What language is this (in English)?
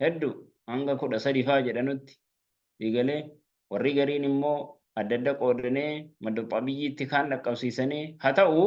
Oromo